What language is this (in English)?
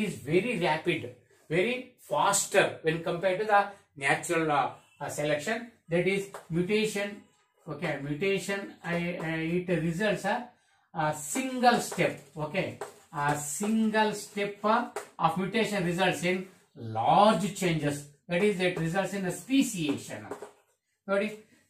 Kannada